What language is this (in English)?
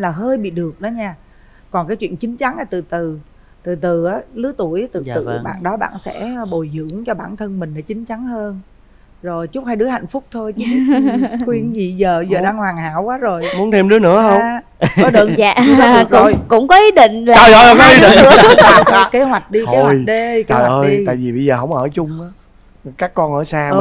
Vietnamese